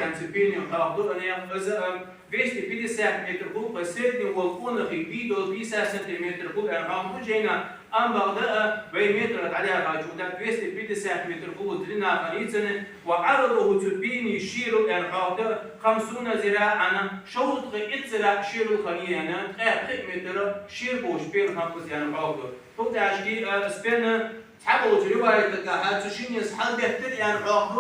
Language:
Ingush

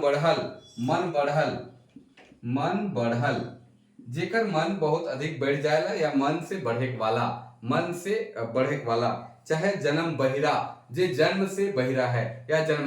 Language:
Sadri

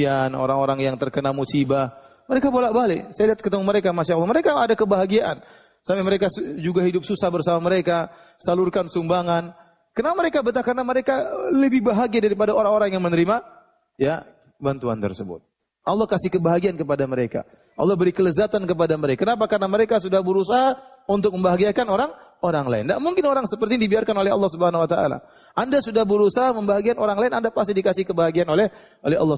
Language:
Indonesian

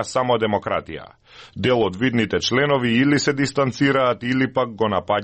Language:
Macedonian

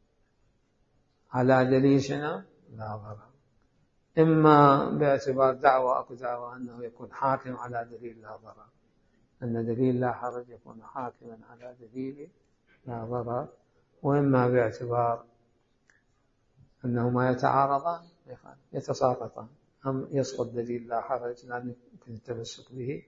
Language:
Arabic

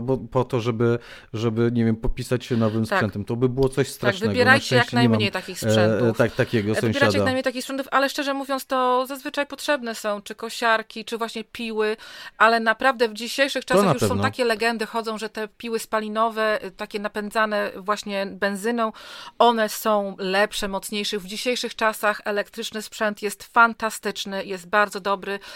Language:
Polish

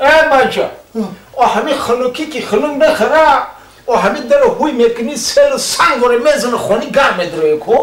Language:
Tajik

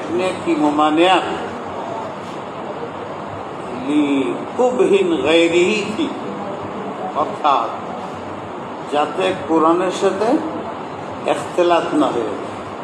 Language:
Bangla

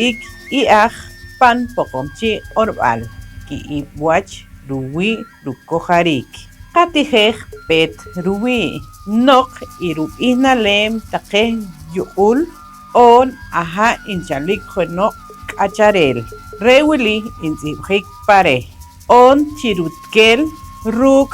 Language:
Poqomchi'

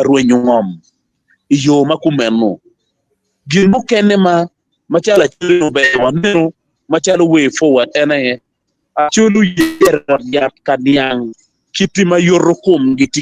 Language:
Acoli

